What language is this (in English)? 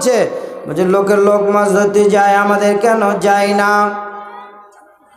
Bangla